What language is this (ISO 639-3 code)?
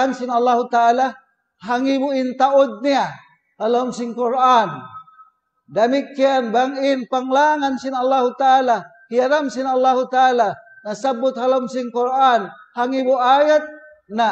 tsg